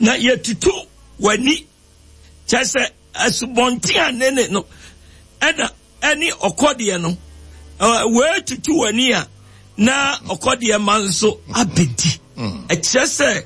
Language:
Akan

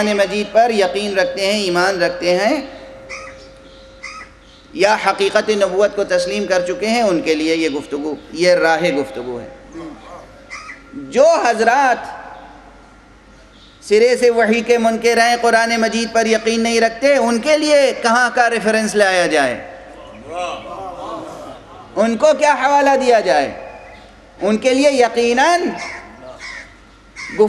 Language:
Urdu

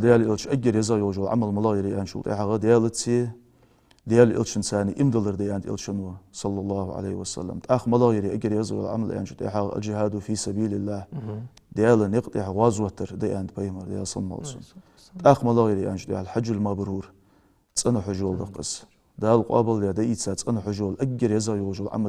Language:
Ingush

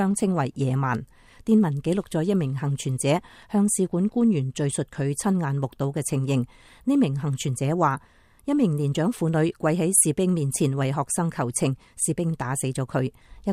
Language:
Cantonese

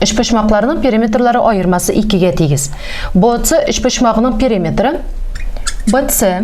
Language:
Tatar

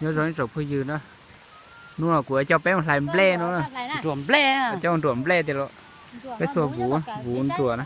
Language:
Hmong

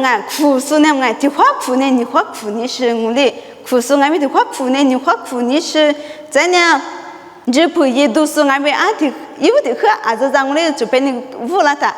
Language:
Lisu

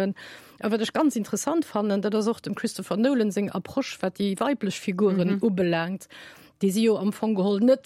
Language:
Luxembourgish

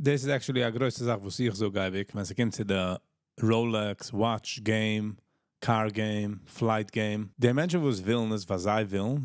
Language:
Yiddish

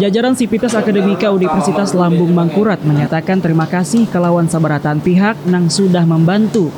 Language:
Banjar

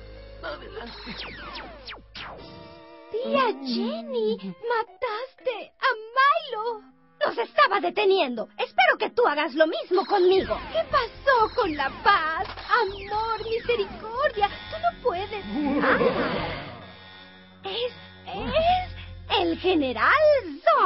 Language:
Spanish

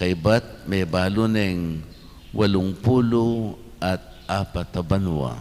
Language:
Pampanga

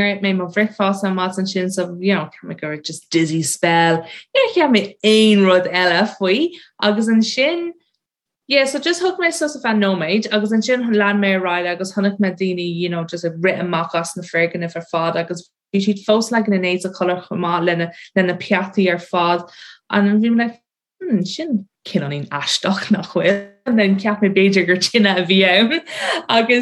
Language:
Irish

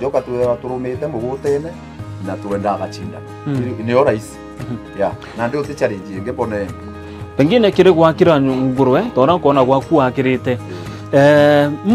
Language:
Meru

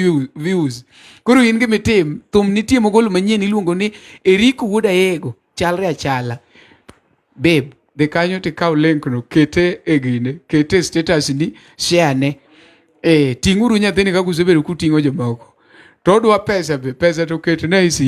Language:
Luo (Kenya and Tanzania)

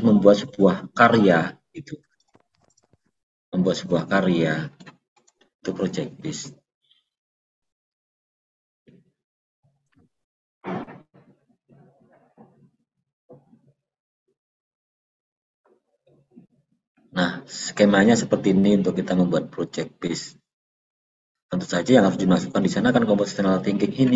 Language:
Indonesian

